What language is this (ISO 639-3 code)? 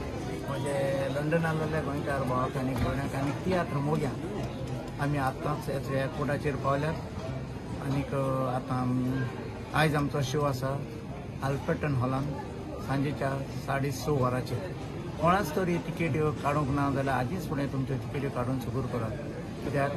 kok